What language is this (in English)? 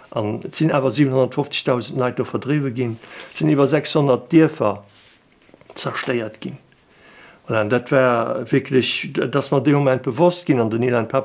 Luxembourgish